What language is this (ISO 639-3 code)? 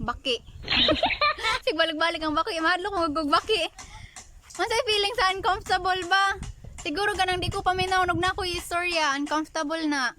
ceb